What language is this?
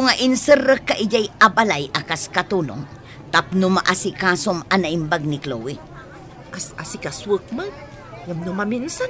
Iloko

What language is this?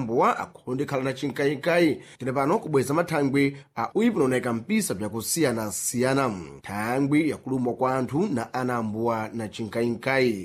Sena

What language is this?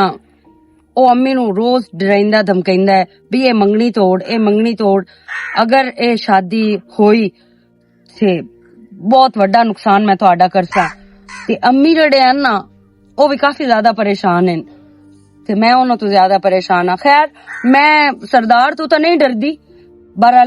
Western Panjabi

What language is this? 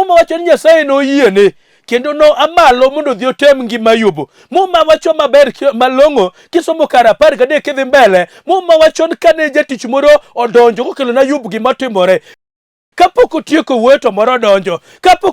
Luo (Kenya and Tanzania)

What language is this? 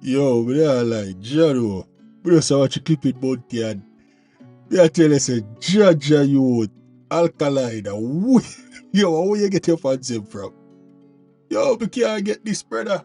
Jamaican Creole English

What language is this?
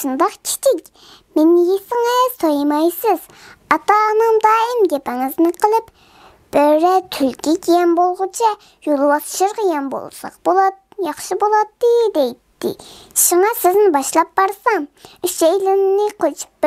Uyghur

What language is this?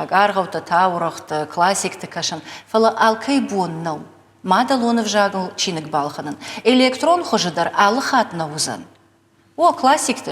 Ossetic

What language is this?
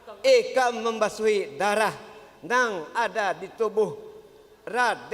Banjar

